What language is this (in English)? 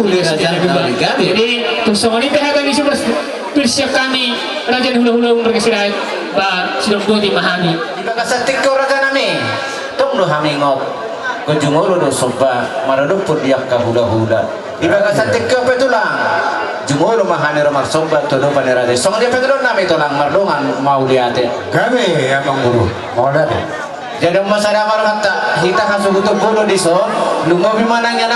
Batak Toba